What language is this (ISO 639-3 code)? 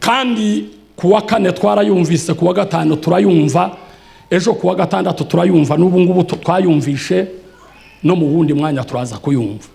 run